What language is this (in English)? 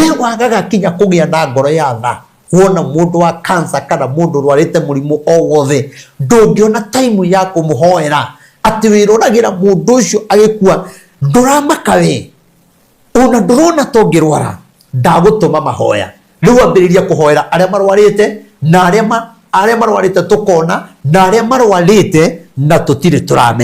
Kikuyu